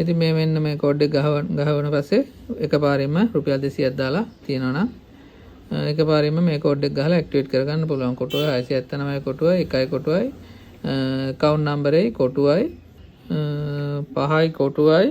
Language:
Sinhala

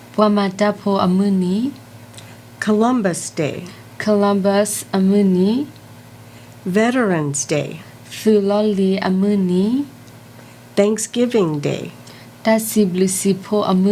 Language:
S'gaw Karen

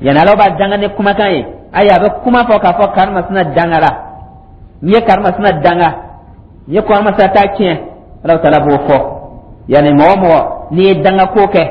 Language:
Dyula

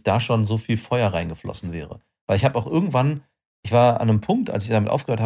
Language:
German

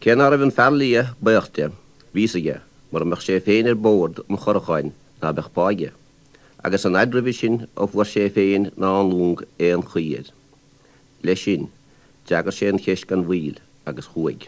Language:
Irish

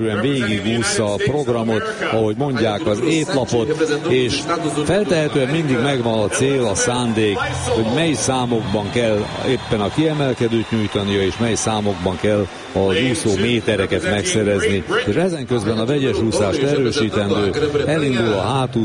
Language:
Hungarian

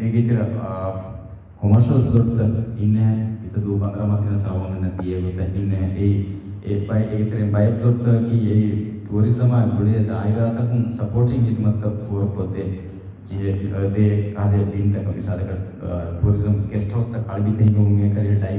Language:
Divehi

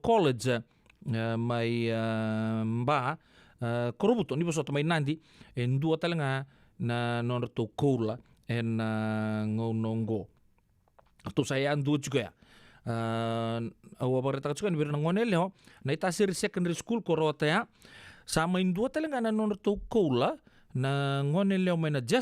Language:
Fijian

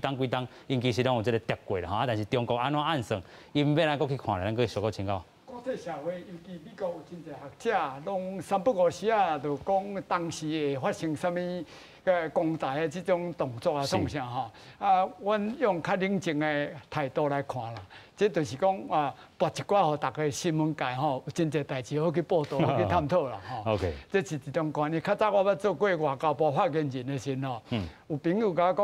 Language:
Min Nan Chinese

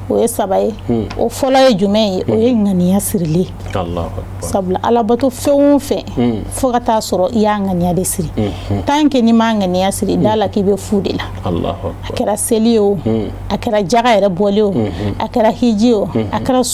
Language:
Bambara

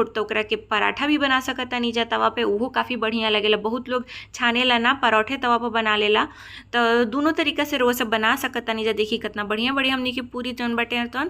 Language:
Bhojpuri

